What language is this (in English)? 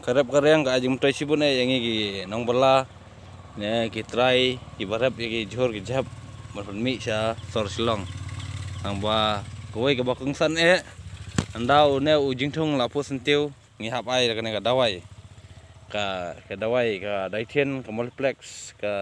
Khasi